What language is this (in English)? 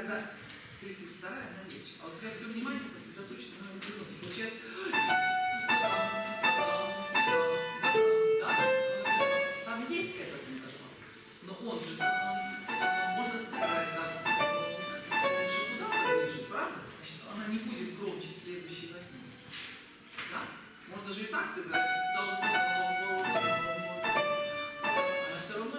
Russian